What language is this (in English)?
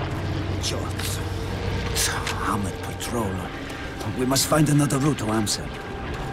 English